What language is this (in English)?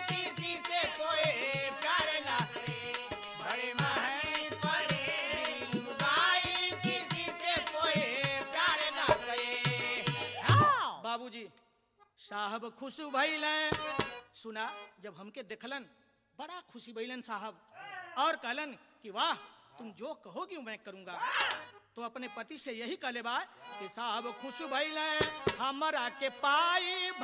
Bhojpuri